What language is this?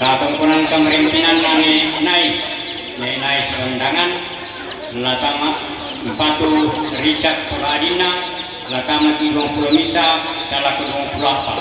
Toraja-Sa'dan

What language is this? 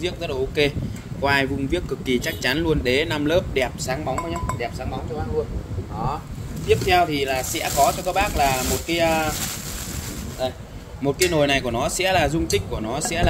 Vietnamese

